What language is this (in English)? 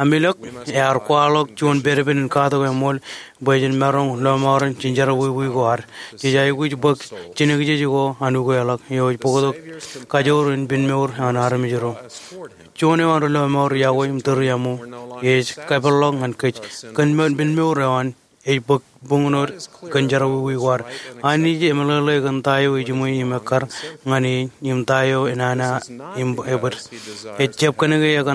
Marshallese